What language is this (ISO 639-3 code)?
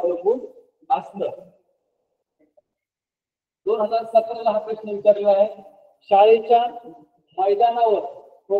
mar